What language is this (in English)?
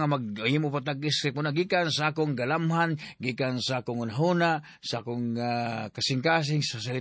Cebuano